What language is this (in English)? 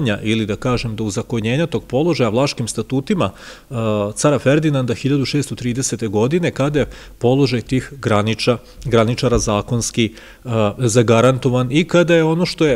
Serbian